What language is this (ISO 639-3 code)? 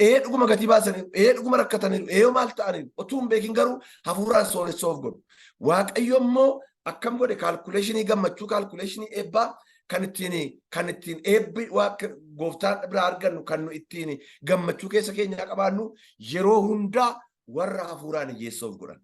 orm